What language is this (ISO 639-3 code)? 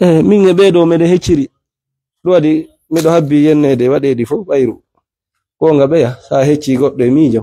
ful